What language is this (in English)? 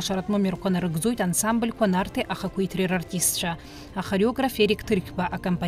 Abkhazian